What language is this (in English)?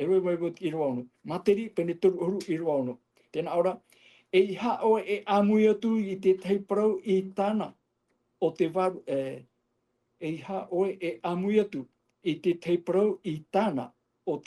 Tahitian